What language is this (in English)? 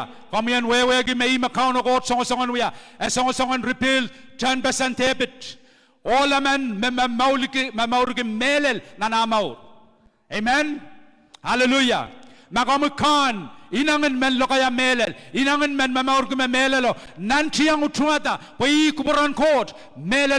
Pohnpeian